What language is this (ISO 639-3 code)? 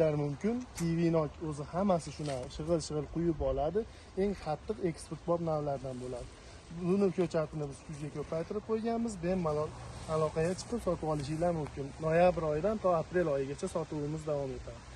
uzb